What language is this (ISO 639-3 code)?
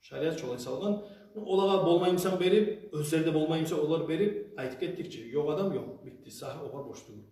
kum